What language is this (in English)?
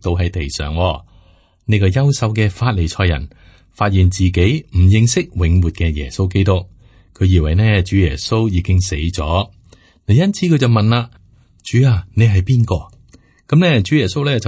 Cantonese